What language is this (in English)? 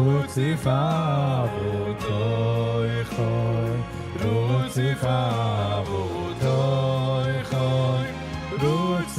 Yiddish